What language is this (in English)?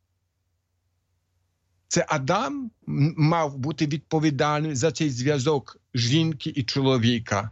Ukrainian